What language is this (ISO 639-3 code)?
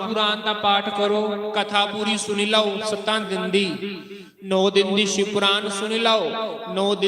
doi